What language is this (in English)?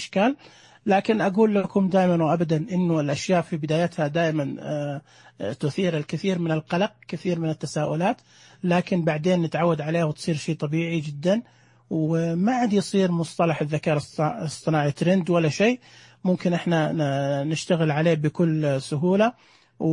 Najdi Arabic